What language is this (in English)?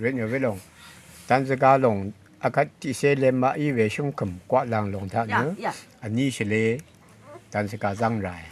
Rawang